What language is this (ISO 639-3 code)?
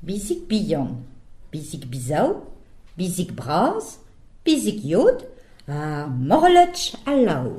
bre